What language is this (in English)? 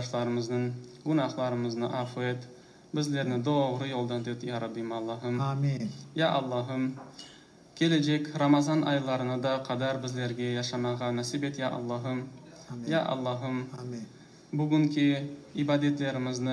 Crimean Tatar